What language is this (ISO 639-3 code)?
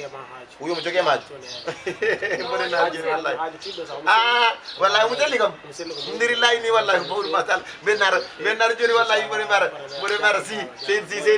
ful